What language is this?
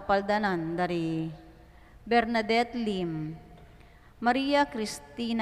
Pampanga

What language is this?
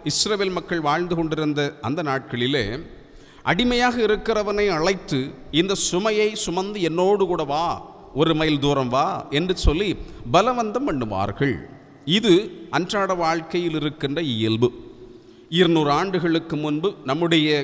Tamil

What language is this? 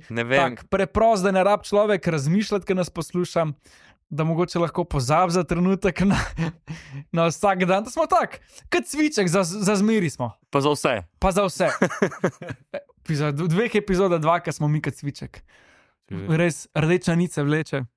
Slovenian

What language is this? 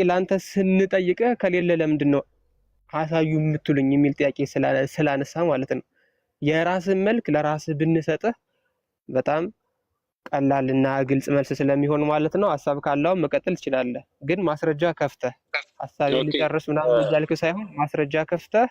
Amharic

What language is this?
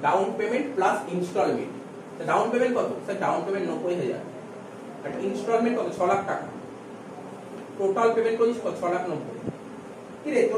Bangla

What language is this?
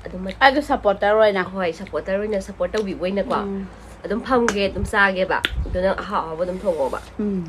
Manipuri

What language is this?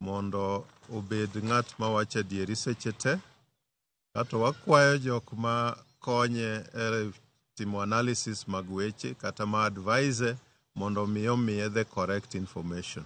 Luo (Kenya and Tanzania)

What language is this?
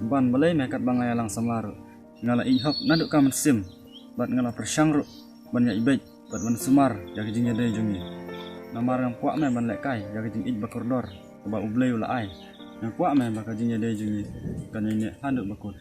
Khasi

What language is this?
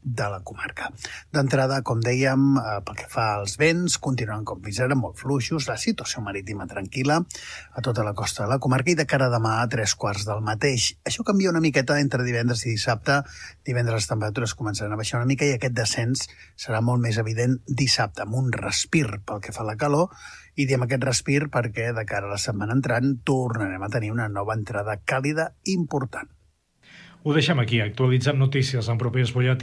Catalan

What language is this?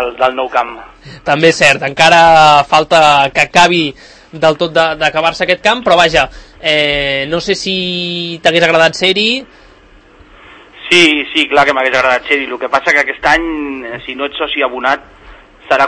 Catalan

